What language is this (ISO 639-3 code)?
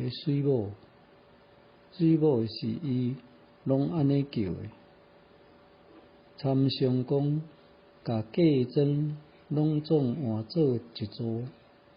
nan